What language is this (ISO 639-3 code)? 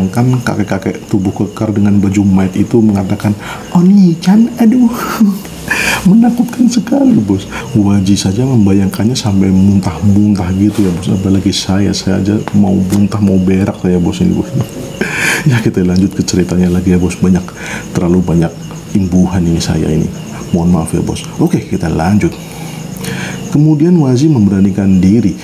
ind